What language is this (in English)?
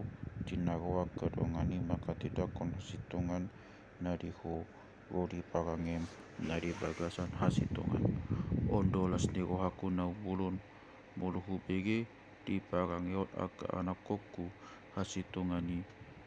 Batak Toba